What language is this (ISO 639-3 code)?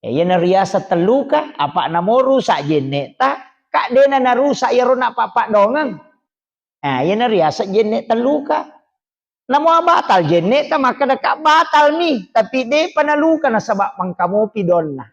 bug